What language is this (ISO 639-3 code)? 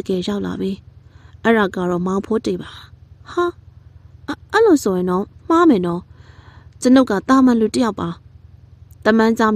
mya